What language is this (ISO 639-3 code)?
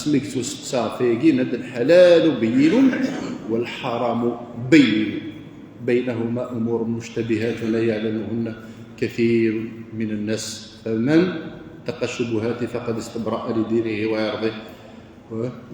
kab